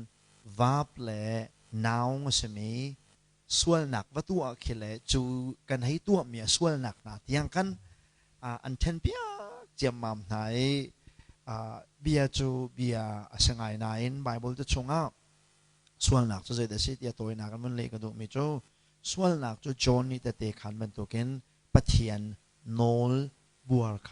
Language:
Hakha Chin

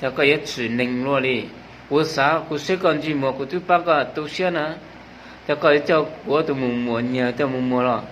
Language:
Hmong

